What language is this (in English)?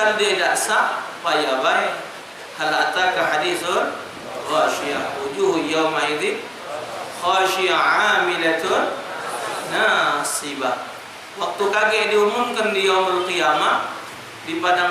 Musi